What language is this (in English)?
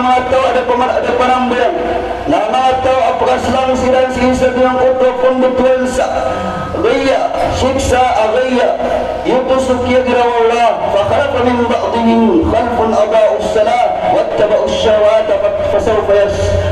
Maranao